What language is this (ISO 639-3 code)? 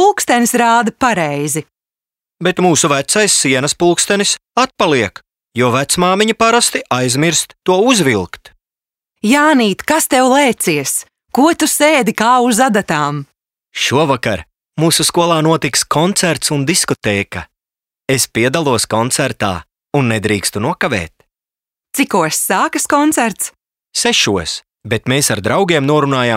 lav